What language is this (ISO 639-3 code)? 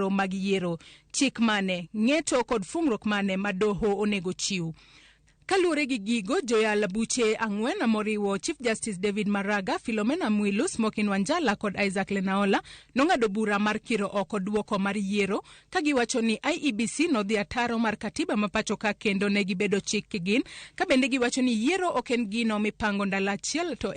luo